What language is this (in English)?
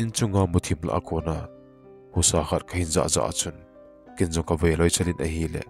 Thado Chin